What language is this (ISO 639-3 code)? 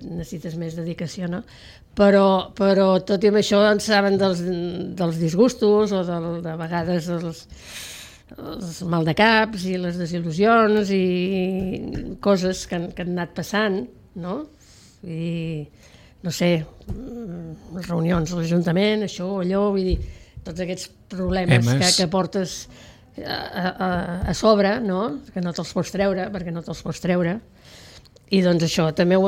cat